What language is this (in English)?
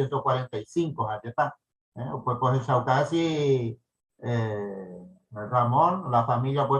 Guarani